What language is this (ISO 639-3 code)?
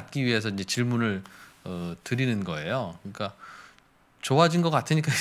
kor